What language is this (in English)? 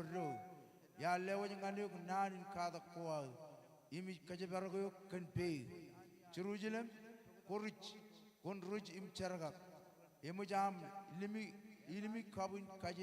Marshallese